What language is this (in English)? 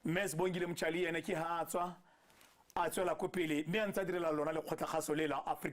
Tswana